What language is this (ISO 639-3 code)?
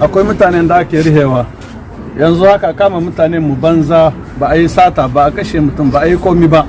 hau